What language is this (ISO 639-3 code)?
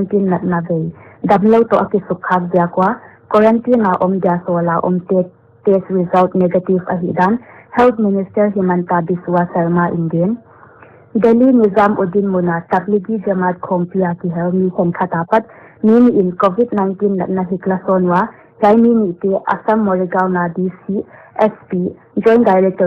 pck